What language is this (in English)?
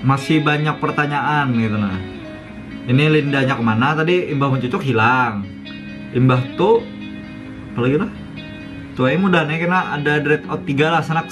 Banjar